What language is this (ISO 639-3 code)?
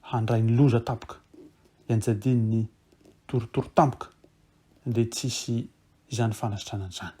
mlg